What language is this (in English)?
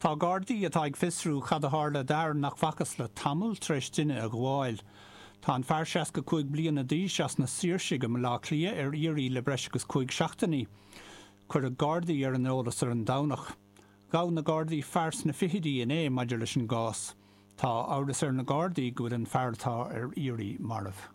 Irish